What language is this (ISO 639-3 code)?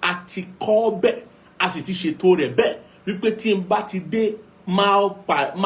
yor